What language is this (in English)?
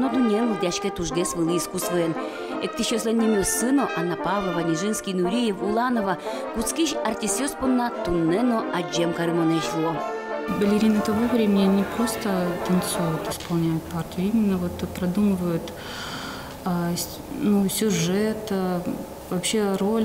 Udmurt